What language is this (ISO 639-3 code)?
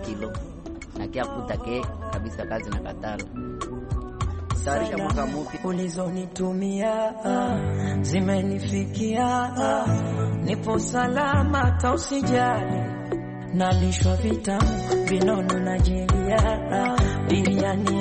swa